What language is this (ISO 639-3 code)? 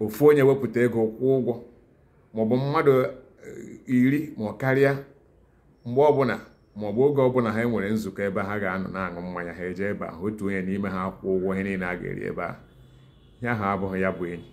ibo